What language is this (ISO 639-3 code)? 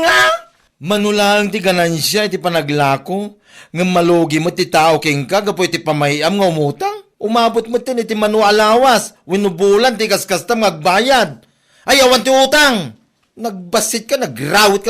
ilo